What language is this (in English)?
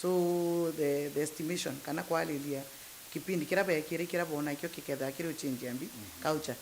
Meru